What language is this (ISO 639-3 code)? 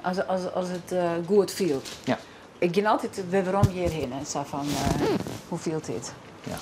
fry